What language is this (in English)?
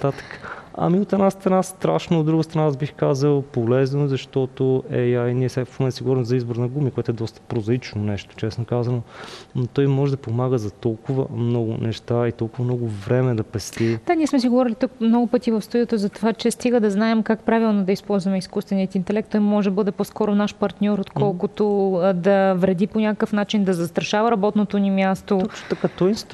Bulgarian